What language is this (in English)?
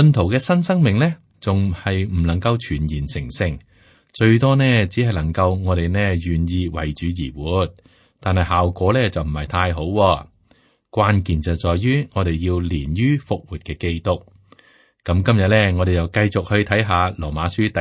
Cantonese